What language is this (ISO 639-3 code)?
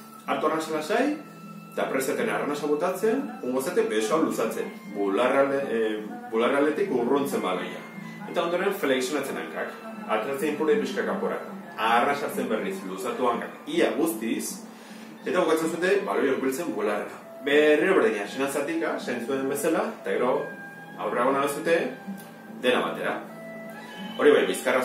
eus